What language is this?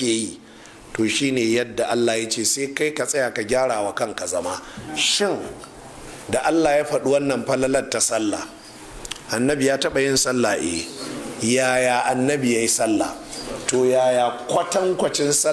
Hausa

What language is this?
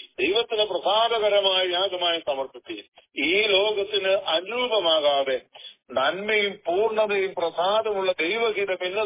Malayalam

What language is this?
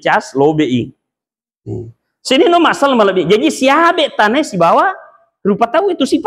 Buginese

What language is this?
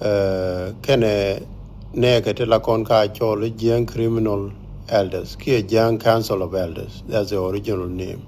Nuer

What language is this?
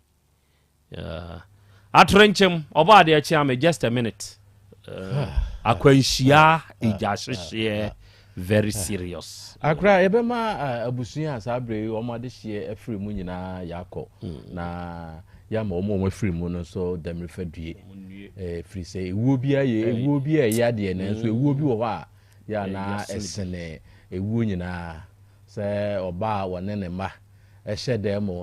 Akan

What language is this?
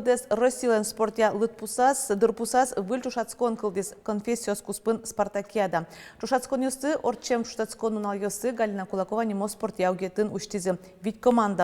Udmurt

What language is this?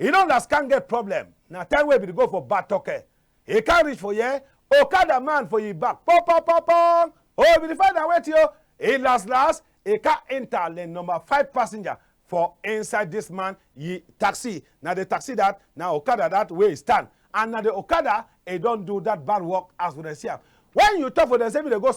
Cameroon Pidgin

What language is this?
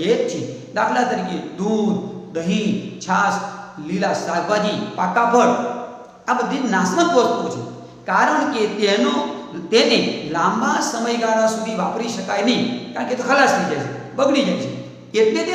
Gujarati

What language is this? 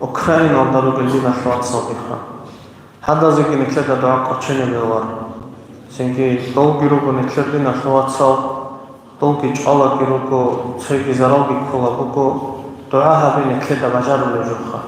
Avaric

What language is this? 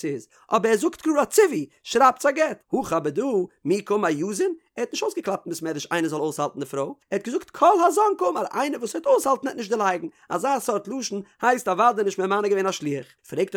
Yiddish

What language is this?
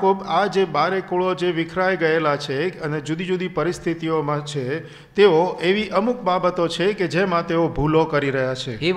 Gujarati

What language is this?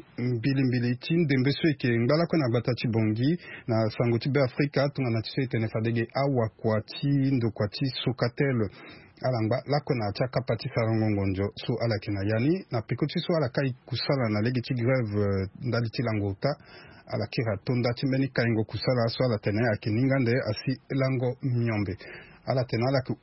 Sango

